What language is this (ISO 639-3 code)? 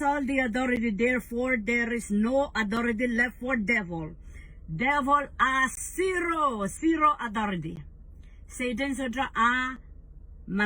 pon